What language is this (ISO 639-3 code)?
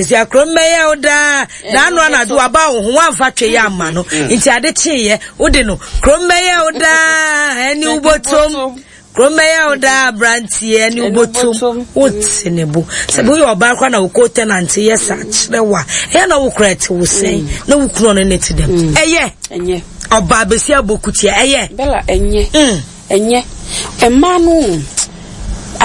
aka